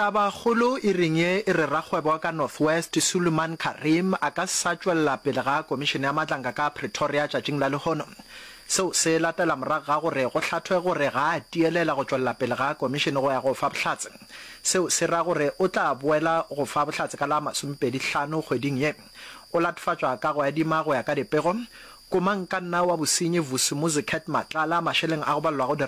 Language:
Northern Sotho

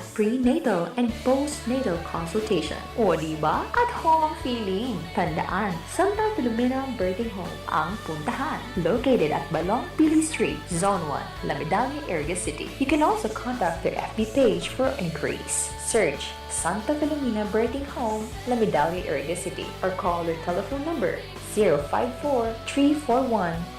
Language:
Bikol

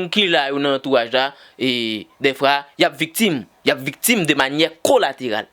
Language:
Haitian Creole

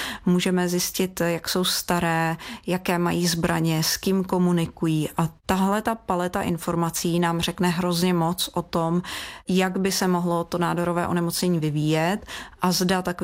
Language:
Czech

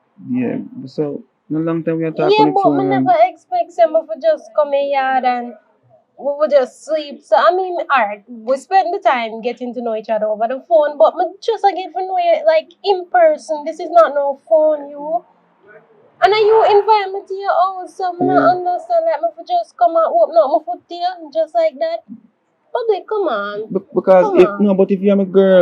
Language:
Jamaican Creole English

